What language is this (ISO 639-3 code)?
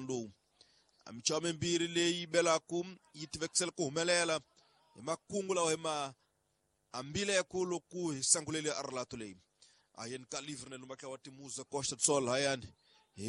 tso